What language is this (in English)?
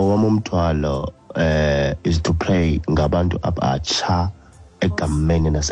Xhosa